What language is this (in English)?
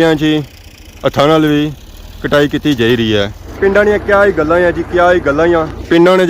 Pahari-Potwari